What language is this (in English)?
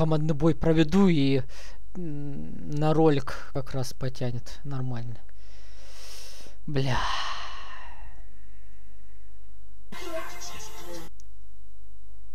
Russian